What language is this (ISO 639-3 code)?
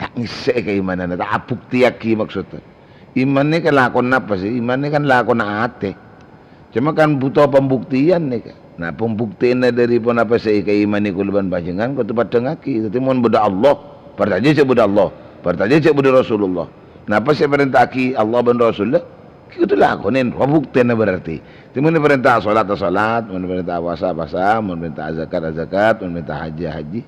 mad